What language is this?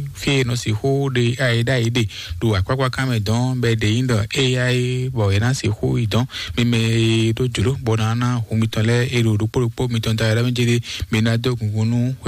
Fon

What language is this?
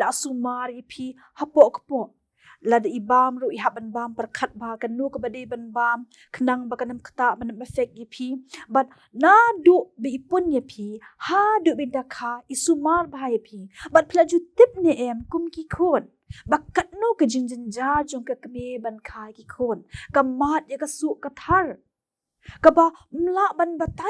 Khasi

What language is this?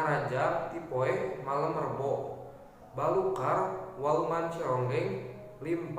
Sundanese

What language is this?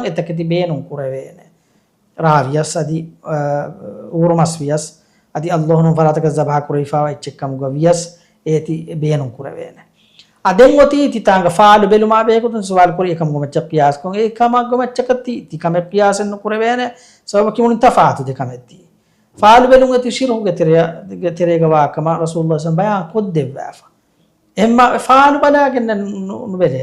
Divehi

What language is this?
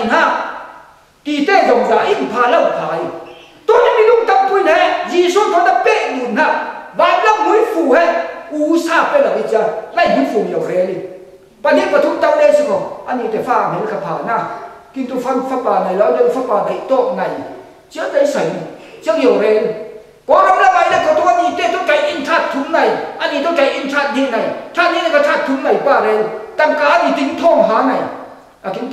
Falam Chin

